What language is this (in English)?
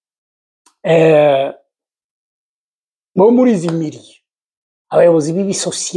Kinyarwanda